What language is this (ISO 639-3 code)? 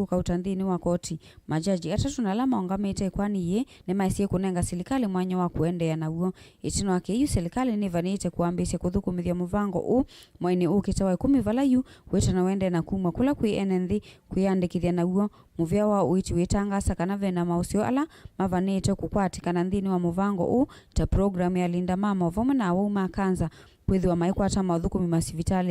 kam